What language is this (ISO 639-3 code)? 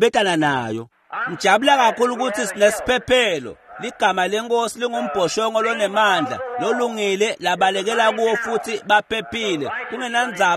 ssw